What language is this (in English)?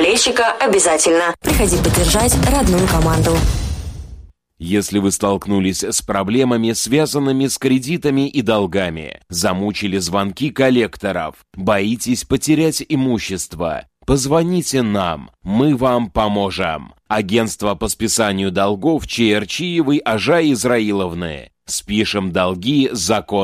Russian